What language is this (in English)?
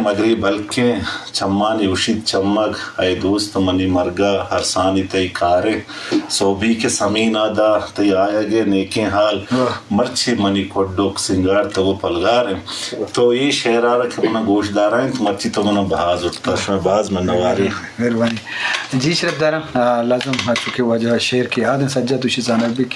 Eastern Balochi